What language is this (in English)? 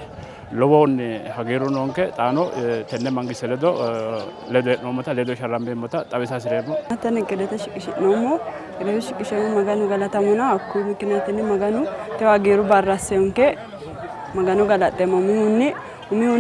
Sidamo